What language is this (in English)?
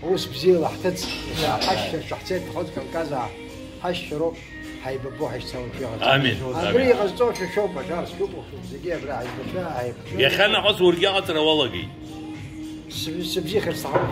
Abkhazian